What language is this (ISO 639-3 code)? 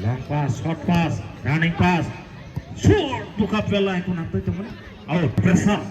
trp